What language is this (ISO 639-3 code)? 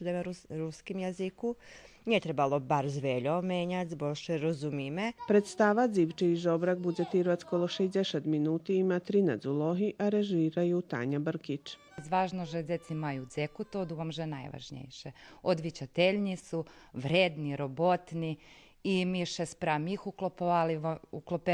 rue